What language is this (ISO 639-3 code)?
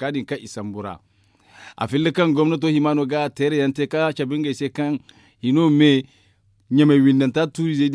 dje